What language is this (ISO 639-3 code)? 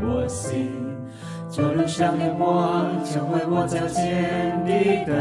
yue